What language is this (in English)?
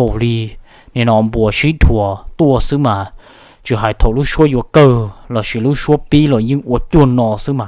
Hmong